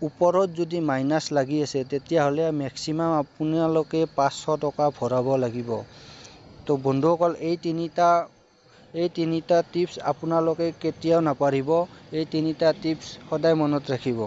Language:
Assamese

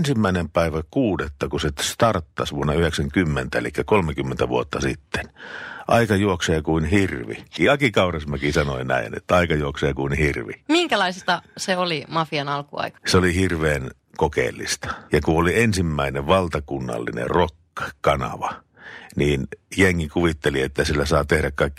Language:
Finnish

